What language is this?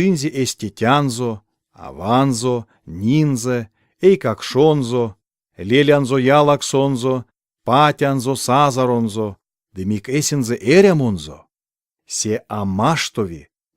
Erzya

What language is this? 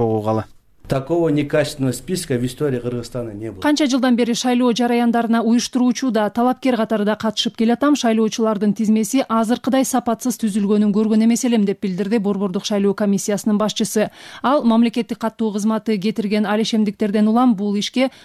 Kyrgyz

